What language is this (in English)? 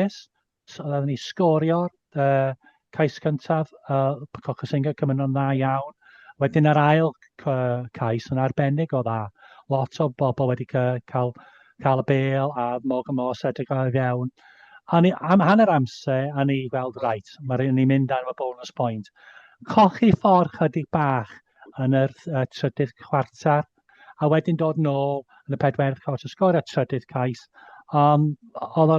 Welsh